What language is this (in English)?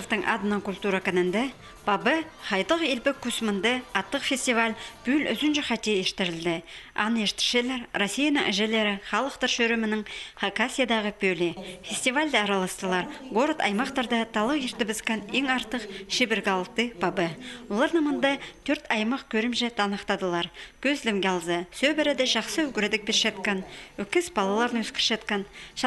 Khakas